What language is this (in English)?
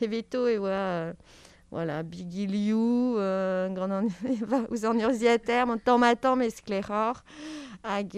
Breton